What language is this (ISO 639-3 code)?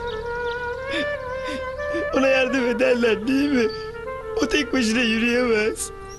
tur